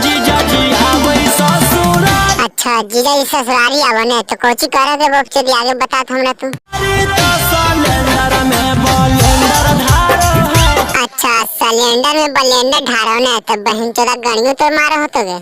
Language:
Magahi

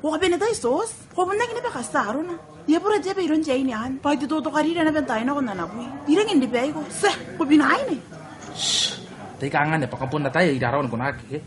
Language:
Gilbertese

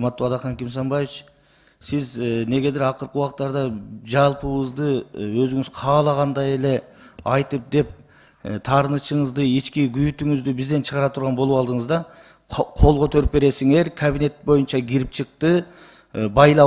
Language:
Kyrgyz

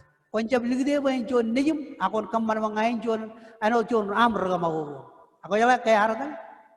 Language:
Marshallese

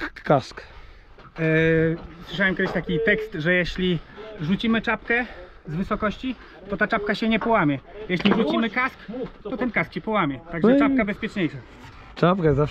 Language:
Polish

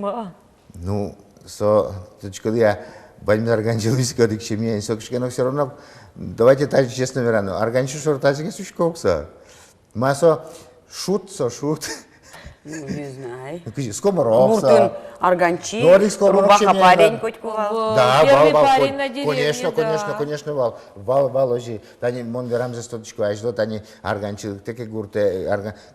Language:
Udmurt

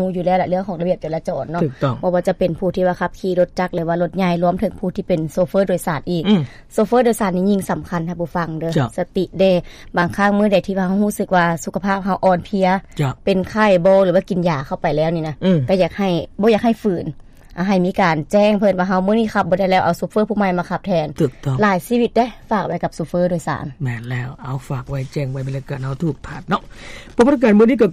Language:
Lao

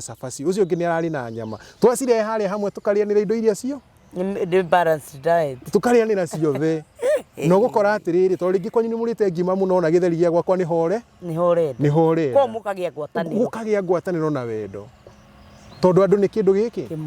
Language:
Kikuyu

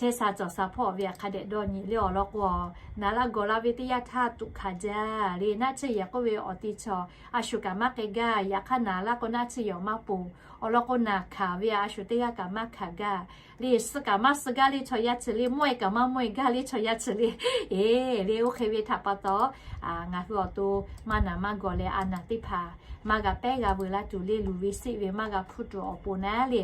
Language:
Lahu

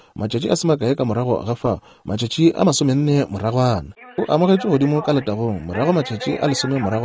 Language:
Northern Sotho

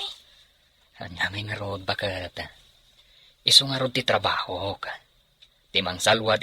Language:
Iloko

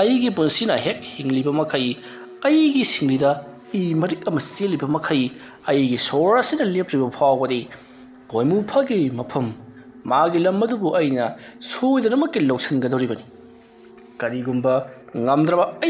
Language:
Manipuri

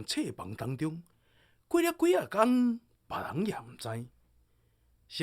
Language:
Min Nan Chinese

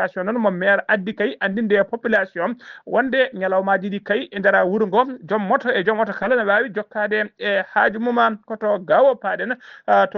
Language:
Fula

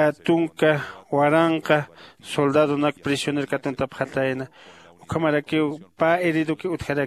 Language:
Aymara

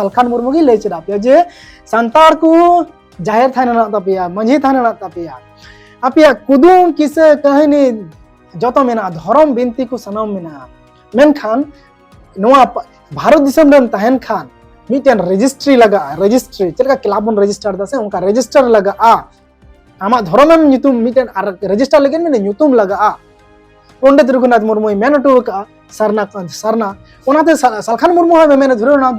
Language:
Santali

